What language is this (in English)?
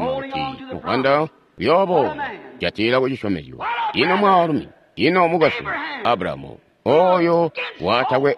Tonga (Zambia)